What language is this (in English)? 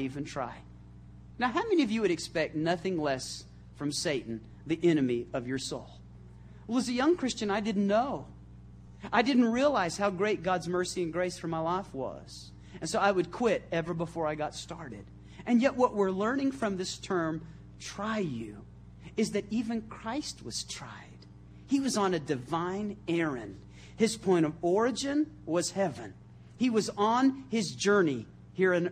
English